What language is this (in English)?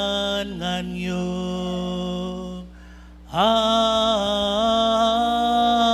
Marshallese